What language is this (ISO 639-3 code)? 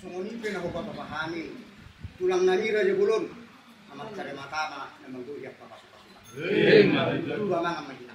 bbc